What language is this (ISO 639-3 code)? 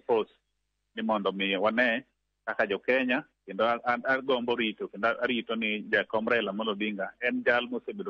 luo